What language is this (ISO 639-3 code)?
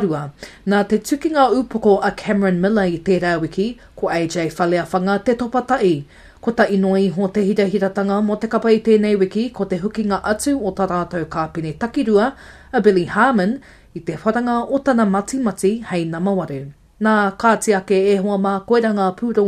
mri